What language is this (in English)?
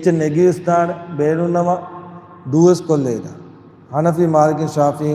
Divehi